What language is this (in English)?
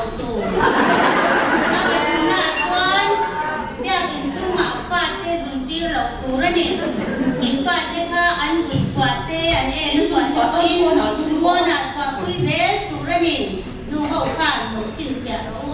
Mizo